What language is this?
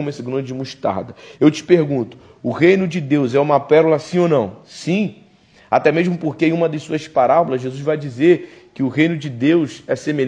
Portuguese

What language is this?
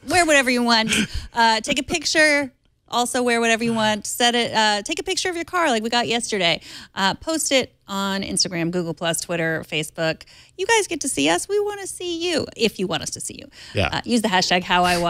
English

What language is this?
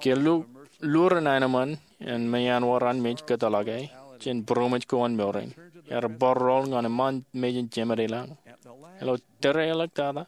Marshallese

